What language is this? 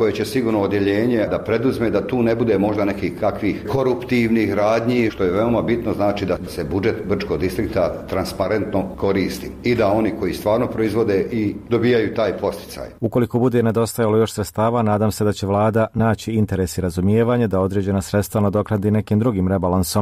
Bosnian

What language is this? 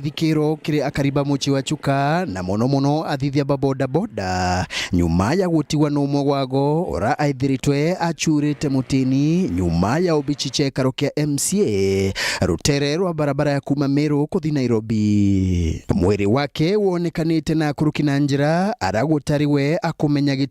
Meru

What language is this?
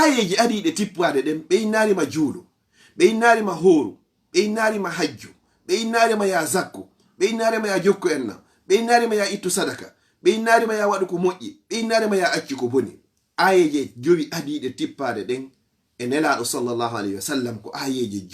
Fula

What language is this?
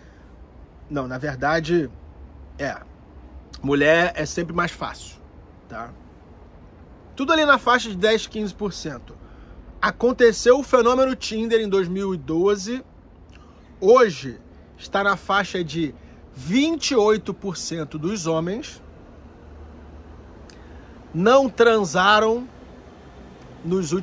Portuguese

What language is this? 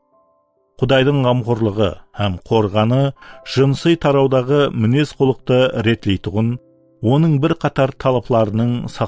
Kara-Kalpak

